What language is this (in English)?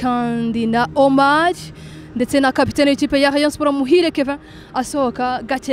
Kinyarwanda